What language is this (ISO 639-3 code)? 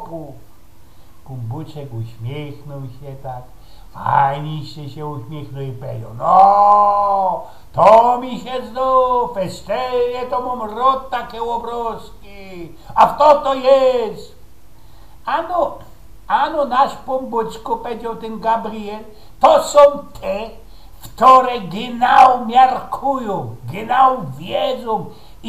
szl